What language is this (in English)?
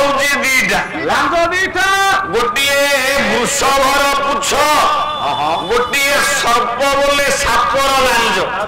Odia